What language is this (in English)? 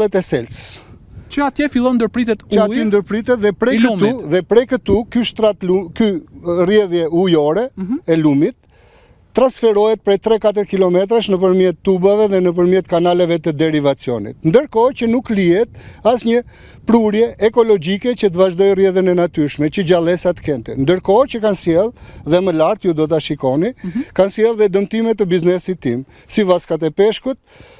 Albanian